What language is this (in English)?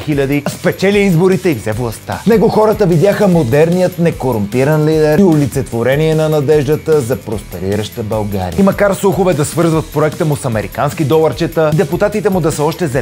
Bulgarian